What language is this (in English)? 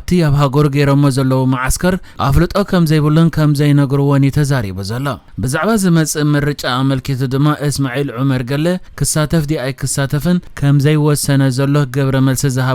Tigrinya